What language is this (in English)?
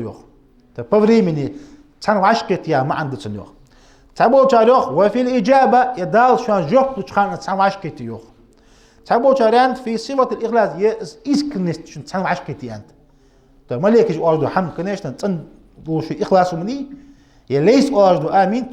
Ingush